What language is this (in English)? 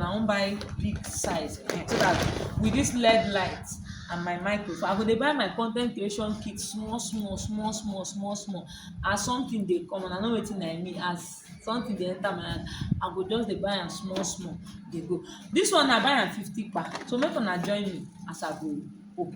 Nigerian Pidgin